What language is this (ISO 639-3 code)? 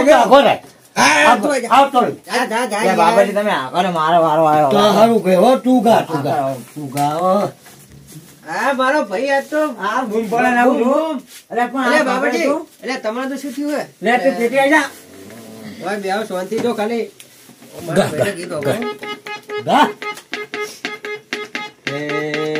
guj